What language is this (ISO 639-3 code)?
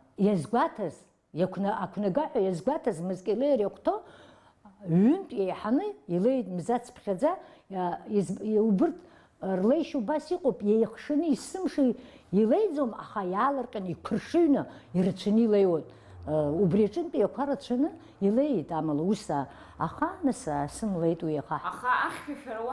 abk